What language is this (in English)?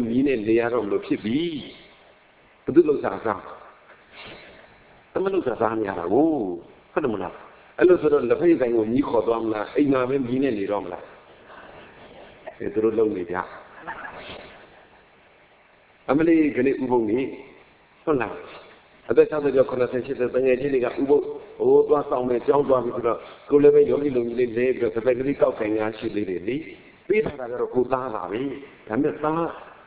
Burmese